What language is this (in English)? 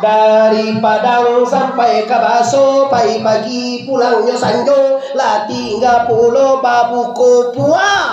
Minangkabau